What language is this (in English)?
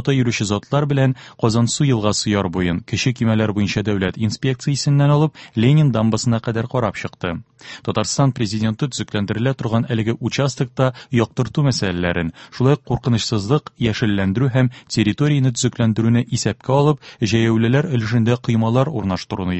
Tatar